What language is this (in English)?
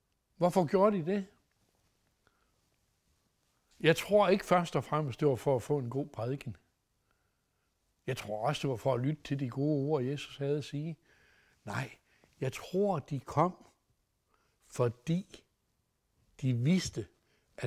Danish